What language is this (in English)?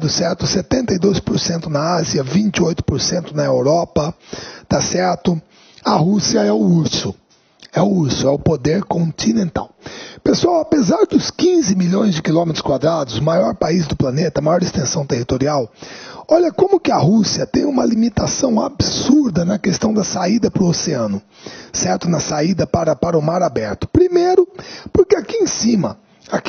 Portuguese